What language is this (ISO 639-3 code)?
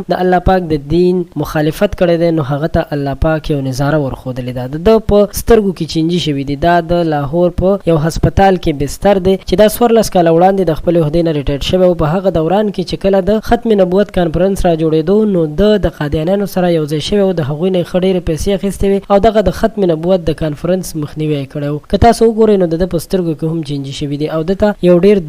pus